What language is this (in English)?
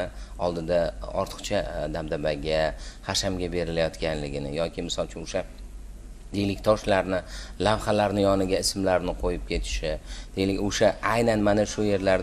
Uzbek